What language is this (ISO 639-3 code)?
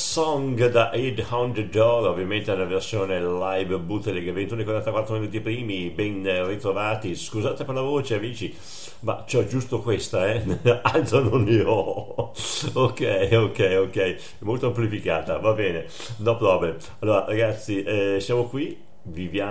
ita